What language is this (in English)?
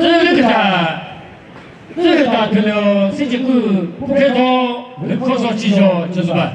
Chokri Naga